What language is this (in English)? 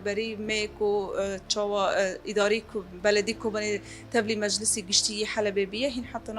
Kurdish